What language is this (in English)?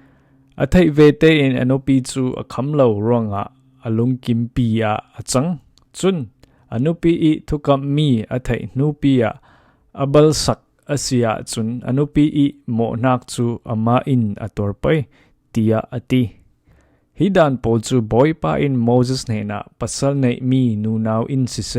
Falam Chin